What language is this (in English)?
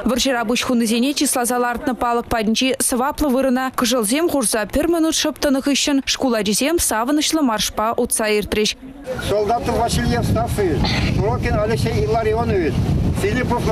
Chuvash